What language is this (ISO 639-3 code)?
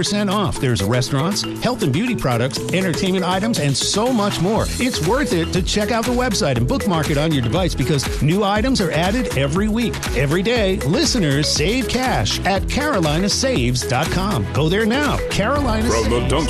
eng